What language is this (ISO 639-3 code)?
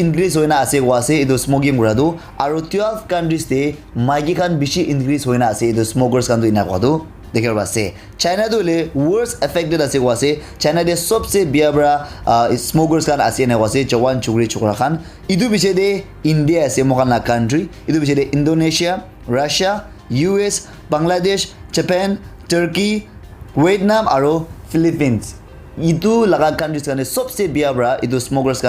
nag